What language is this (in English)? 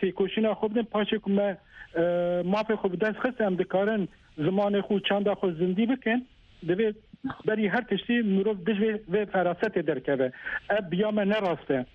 Kurdish